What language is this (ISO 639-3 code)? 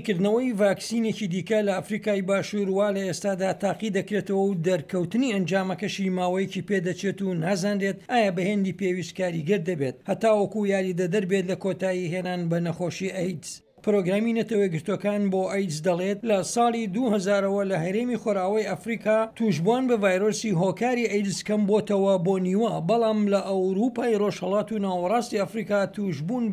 ckb